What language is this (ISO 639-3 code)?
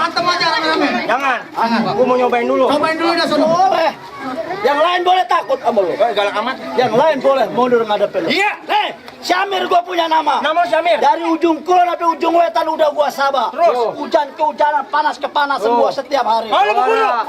bew